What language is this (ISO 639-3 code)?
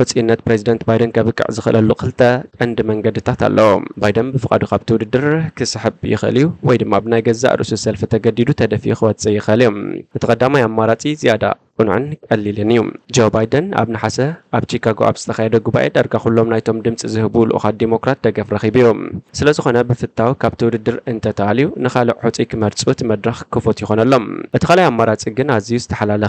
tir